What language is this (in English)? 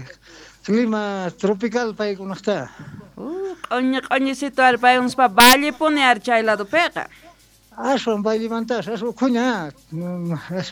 South Bolivian Quechua